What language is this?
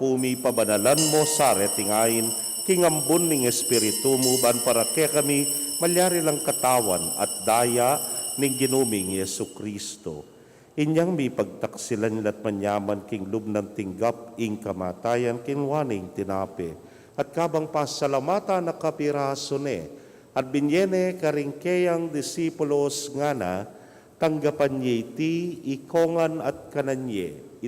Pampanga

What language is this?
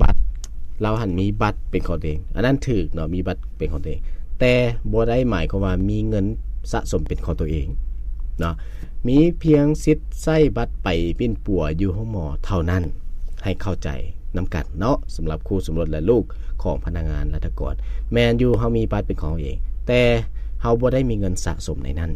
Lao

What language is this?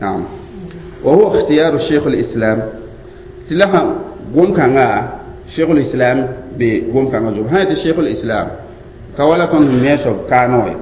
Mossi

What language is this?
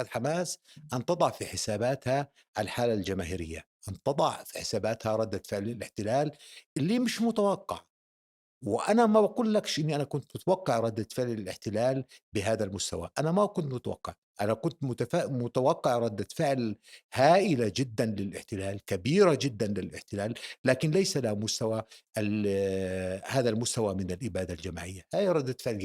North Levantine Arabic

